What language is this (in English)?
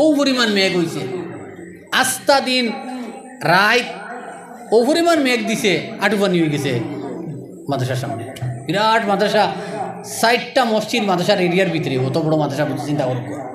Sylheti